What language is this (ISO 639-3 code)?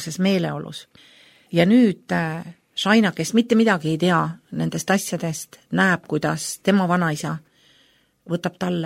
est